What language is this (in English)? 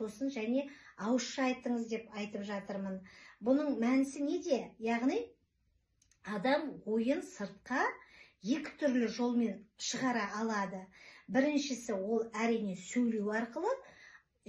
Kazakh